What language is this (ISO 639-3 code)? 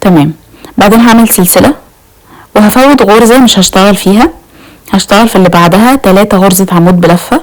arz